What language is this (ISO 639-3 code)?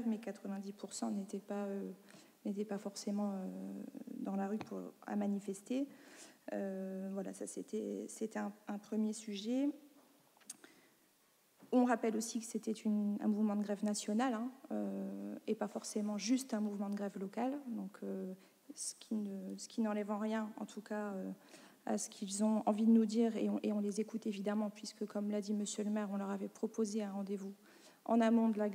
fra